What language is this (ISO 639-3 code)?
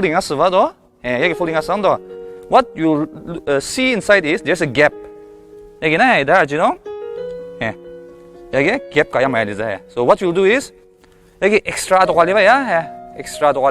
njo